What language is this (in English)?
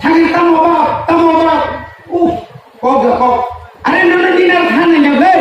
Kok Borok